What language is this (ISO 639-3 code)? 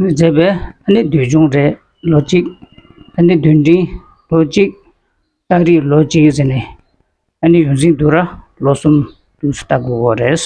bod